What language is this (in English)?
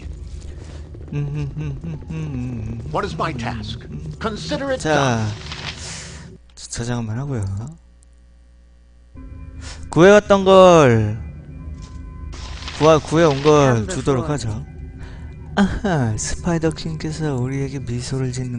Korean